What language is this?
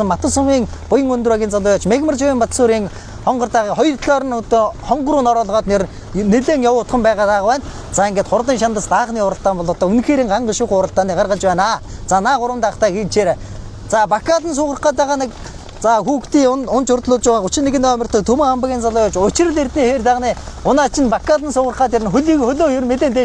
Mongolian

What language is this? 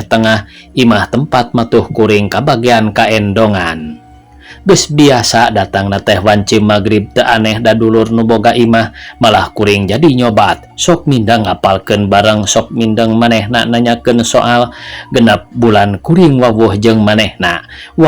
Sundanese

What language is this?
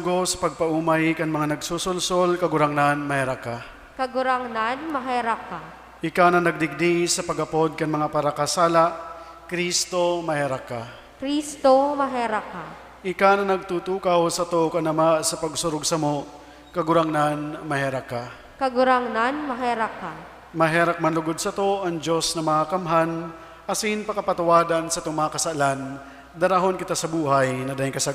Bikol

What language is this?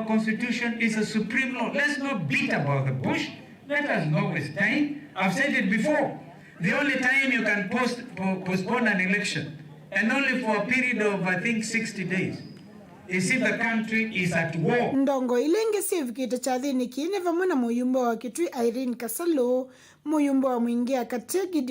Kamba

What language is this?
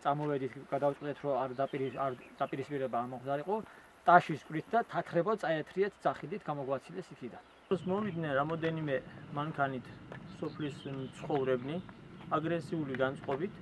Georgian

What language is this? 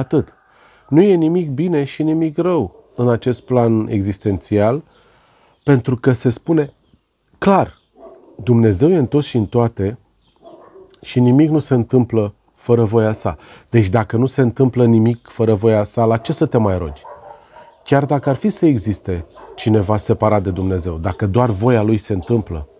Romanian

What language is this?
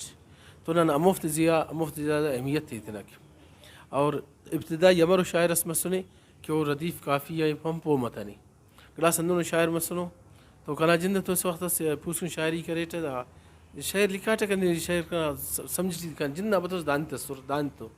Brahui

